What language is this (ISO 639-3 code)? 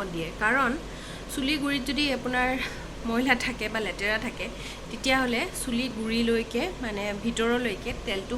asm